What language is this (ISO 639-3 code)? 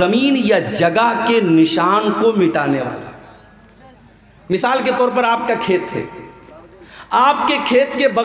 urd